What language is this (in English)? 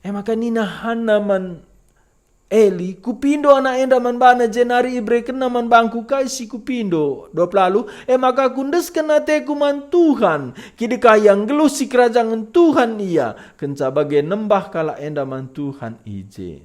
Batak Karo